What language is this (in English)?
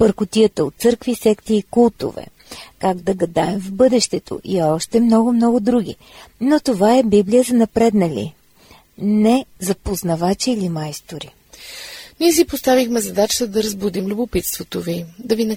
Bulgarian